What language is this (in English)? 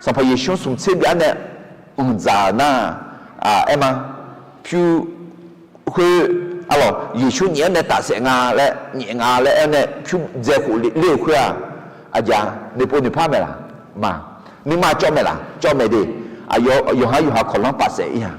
Akha